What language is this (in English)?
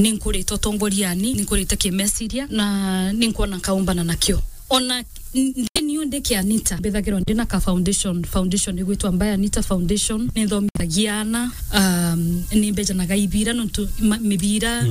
Meru